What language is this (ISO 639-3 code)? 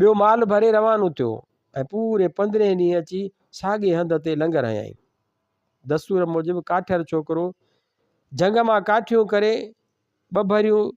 snd